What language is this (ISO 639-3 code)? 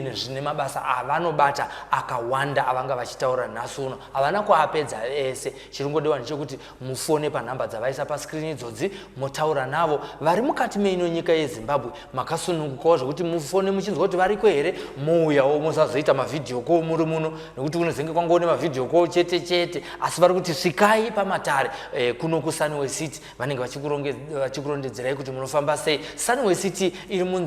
sna